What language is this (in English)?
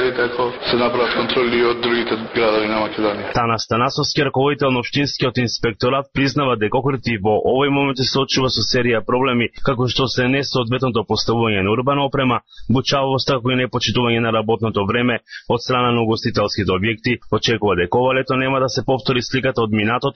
Macedonian